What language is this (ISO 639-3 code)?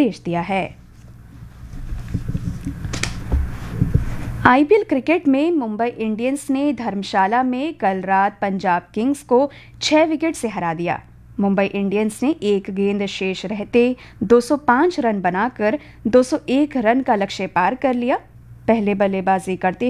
hin